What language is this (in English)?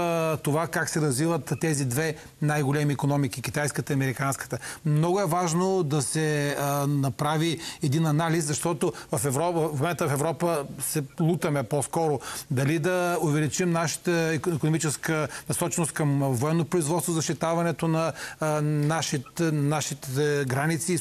Bulgarian